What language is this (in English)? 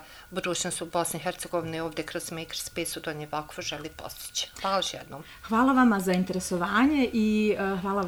Bosnian